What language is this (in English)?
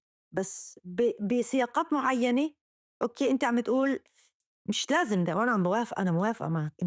North Levantine Arabic